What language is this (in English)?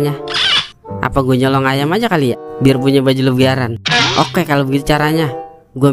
Betawi